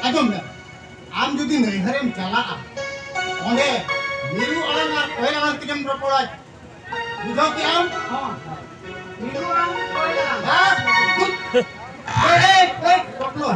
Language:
Santali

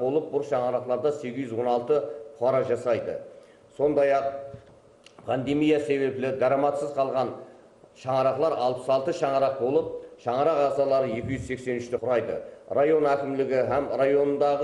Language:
Kara-Kalpak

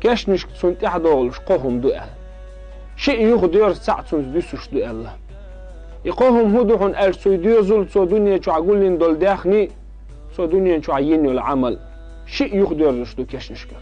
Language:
Chechen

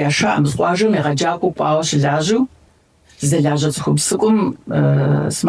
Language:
Kabardian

